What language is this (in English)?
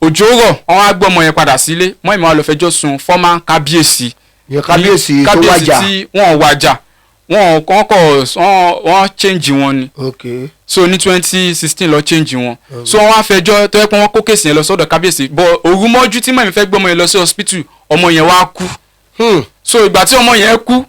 Yoruba